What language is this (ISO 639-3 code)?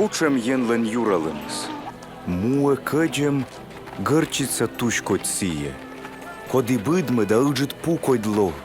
kom